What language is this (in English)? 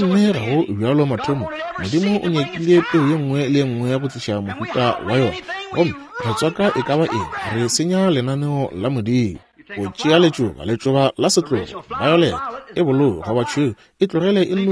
Northern Sotho